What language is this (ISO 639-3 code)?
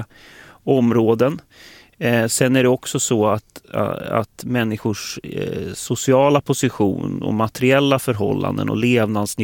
swe